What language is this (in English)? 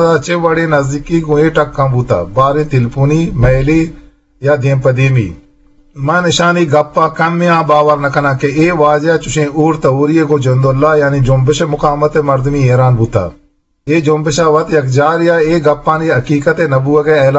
Eastern Balochi